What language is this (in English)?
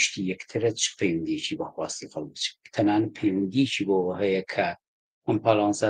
Central Kurdish